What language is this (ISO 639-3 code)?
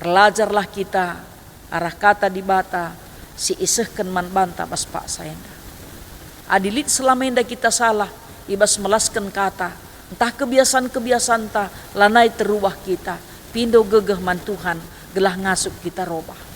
btx